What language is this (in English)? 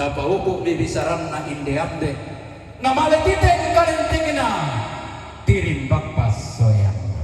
Toraja-Sa'dan